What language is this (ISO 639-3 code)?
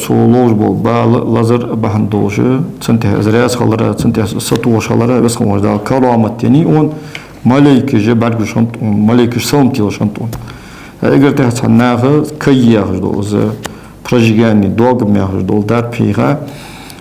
inh